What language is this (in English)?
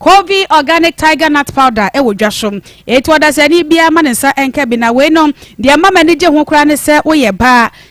Akan